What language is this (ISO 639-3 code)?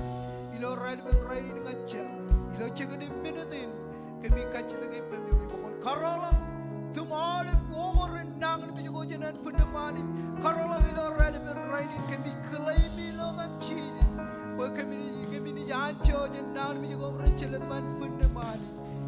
mah